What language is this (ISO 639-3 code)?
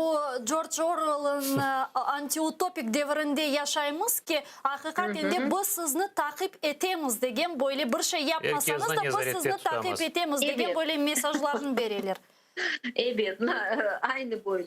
crh